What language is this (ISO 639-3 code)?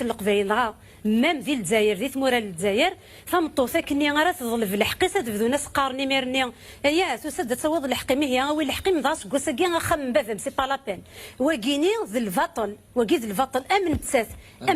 kab